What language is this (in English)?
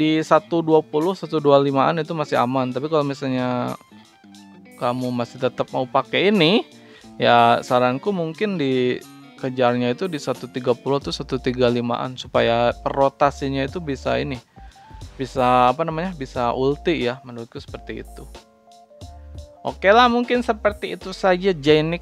Indonesian